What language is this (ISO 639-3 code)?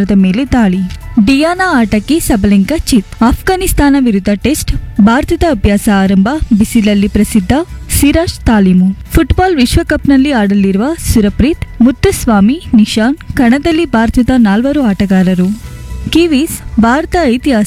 kan